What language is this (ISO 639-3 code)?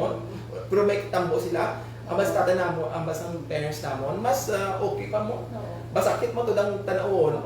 hil